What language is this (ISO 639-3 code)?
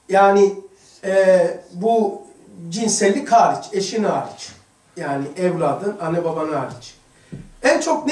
tur